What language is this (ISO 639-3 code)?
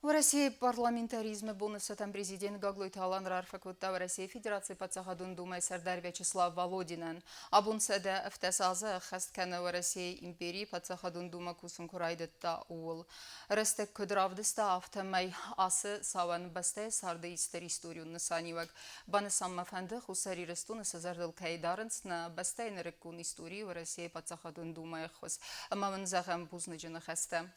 oss